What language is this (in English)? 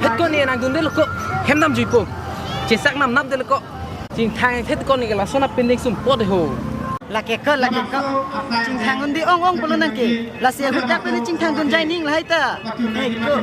Karbi